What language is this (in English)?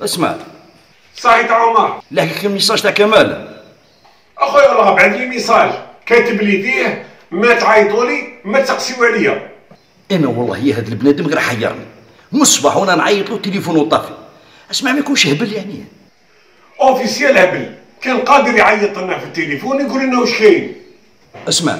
Algerian Arabic